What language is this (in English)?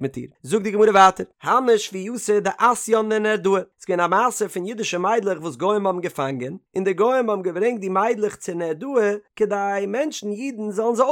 Yiddish